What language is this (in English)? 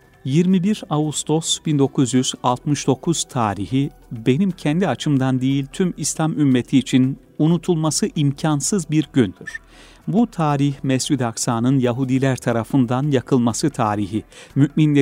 Turkish